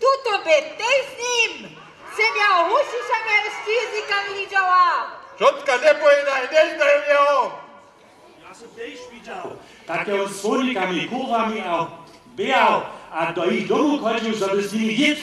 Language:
Upper Sorbian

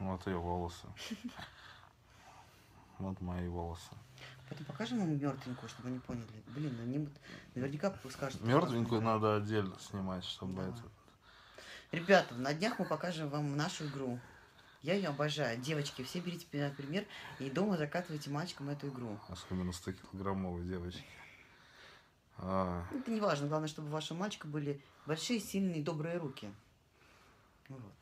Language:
Russian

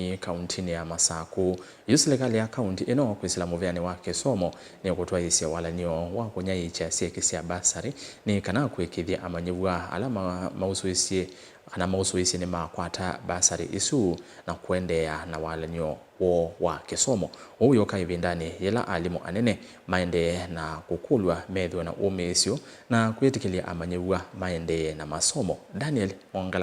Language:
Kamba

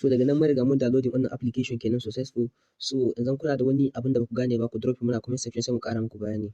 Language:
Hausa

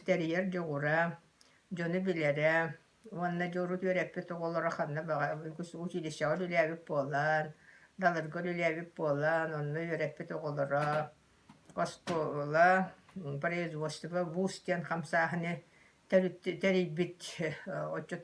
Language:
Yakut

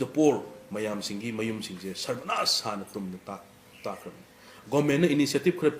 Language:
Manipuri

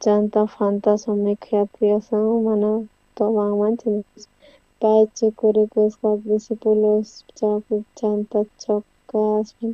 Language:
South Bolivian Quechua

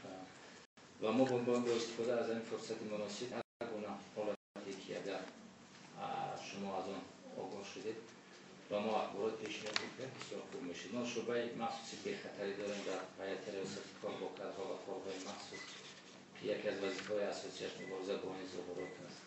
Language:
Tajik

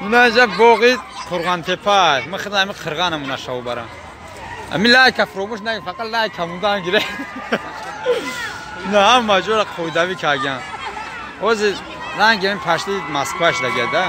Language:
Tajik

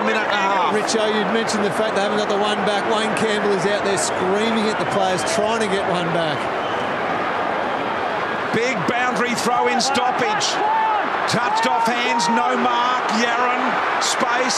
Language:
English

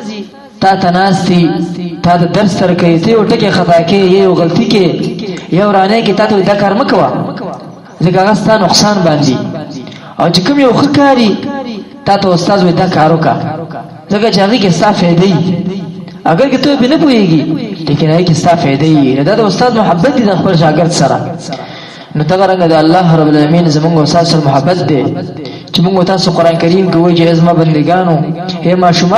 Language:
Pashto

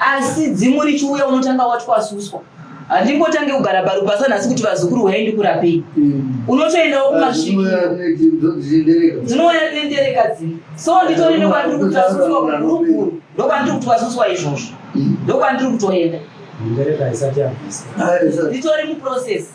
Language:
Shona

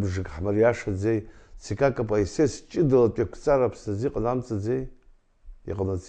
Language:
Abkhazian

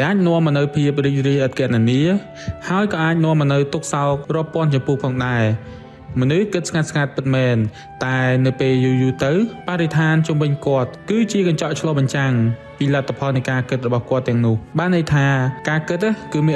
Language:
Khmer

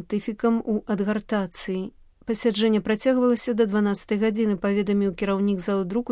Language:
Belarusian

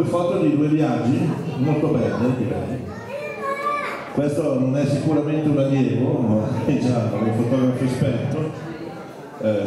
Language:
Italian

